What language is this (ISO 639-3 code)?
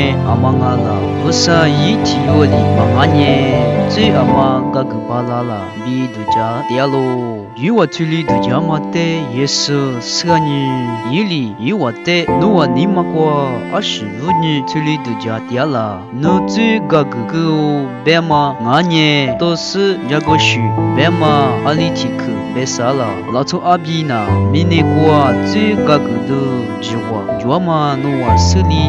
lis